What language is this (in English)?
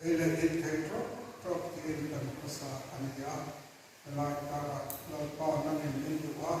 Mizo